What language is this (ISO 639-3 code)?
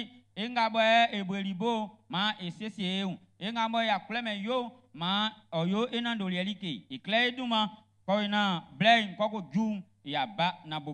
bci